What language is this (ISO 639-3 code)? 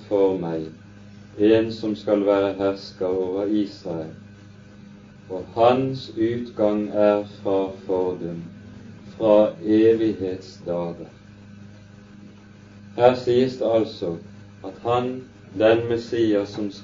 nor